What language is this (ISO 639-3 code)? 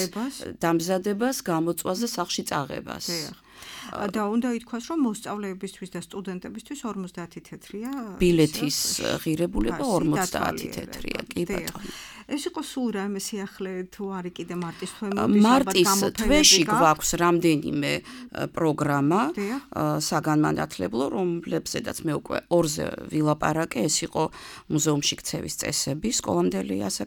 kat